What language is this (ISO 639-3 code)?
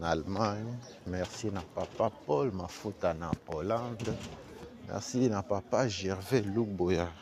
lin